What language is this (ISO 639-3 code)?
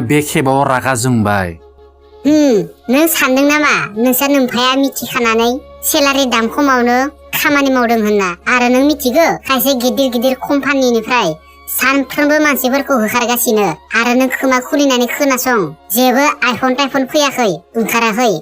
brx